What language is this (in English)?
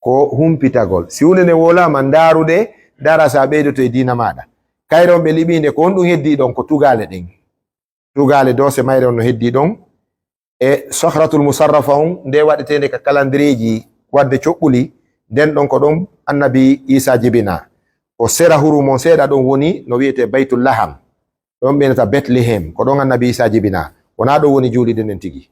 Fula